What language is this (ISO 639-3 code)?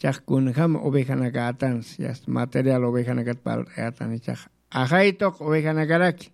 aym